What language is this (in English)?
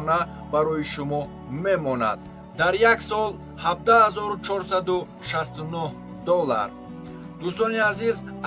Tajik